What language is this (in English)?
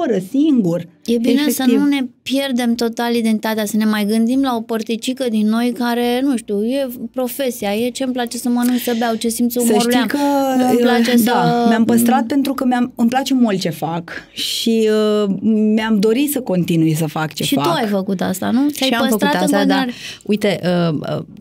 Romanian